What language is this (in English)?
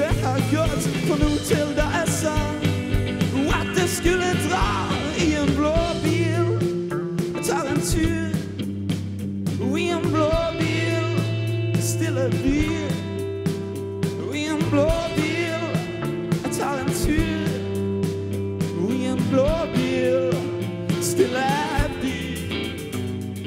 Norwegian